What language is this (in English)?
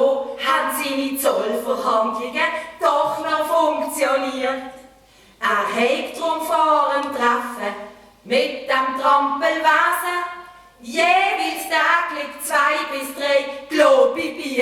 Swiss German